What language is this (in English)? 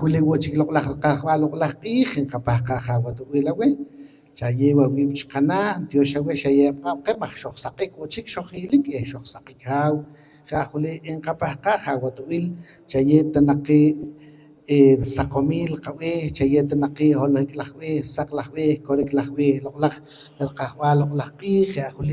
Poqomchi'